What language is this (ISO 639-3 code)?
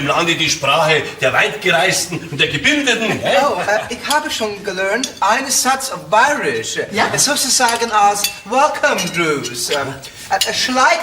bar